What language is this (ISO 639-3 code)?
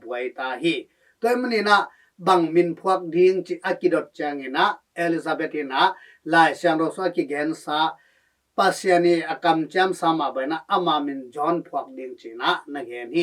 ctd